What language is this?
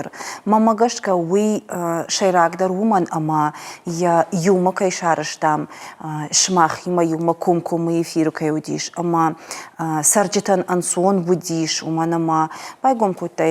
Ossetic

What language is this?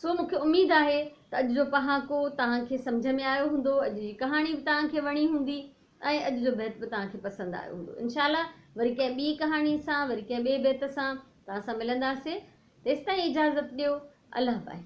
Sindhi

